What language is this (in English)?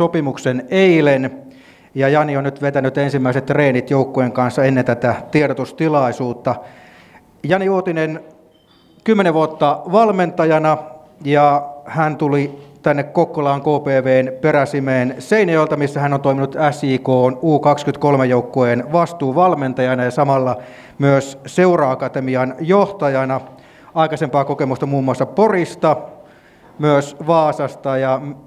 Finnish